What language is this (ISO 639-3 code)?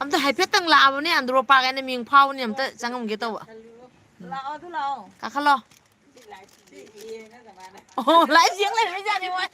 mni